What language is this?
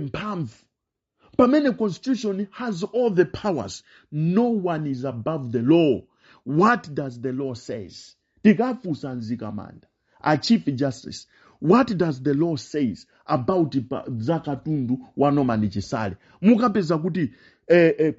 Nyanja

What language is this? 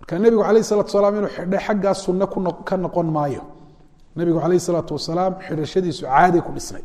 Somali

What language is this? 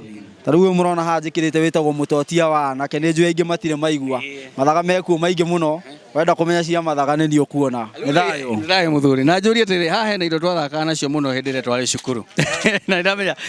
Kikuyu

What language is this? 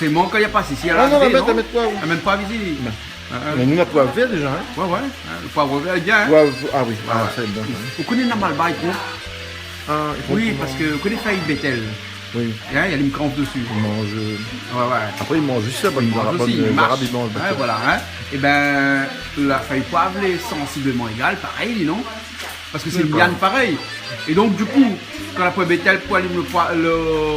Réunion Creole French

